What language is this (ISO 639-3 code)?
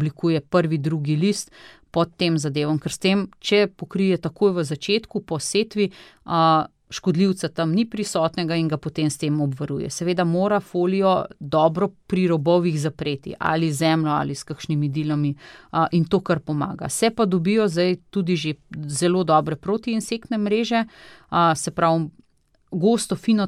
slv